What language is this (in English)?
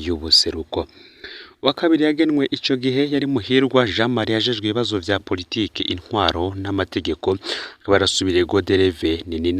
Rundi